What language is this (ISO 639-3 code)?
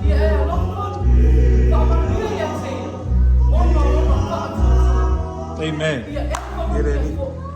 smo